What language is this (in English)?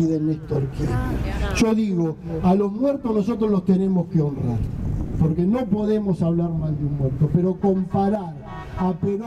Spanish